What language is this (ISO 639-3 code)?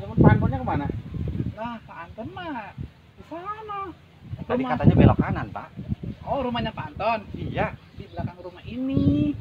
bew